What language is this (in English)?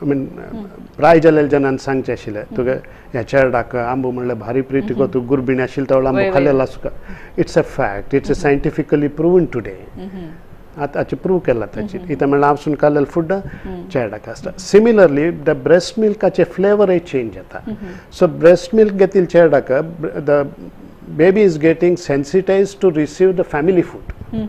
Konkani